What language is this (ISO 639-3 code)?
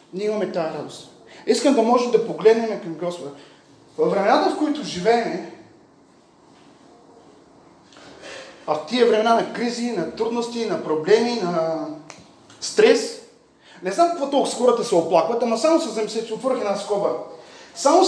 bul